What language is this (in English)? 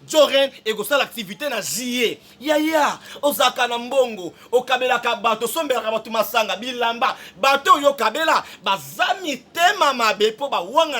Lingala